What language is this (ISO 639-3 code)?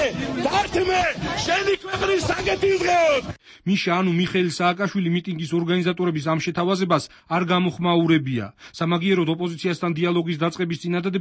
kat